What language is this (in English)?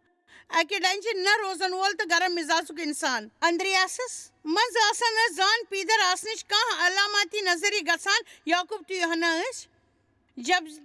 Kashmiri